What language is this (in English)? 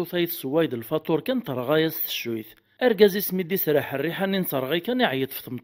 Kabyle